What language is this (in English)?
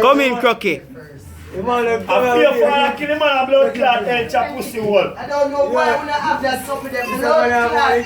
Jamaican Creole English